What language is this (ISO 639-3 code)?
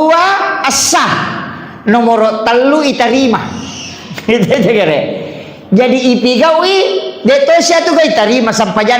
bug